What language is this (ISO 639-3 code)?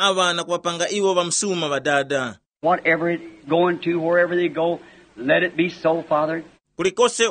tum